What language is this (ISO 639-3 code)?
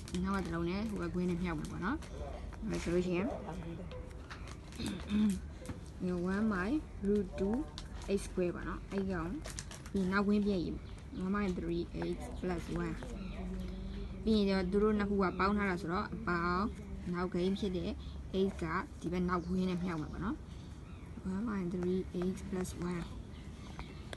mya